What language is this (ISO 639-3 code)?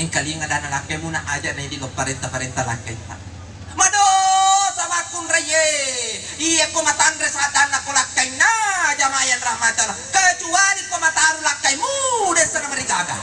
bug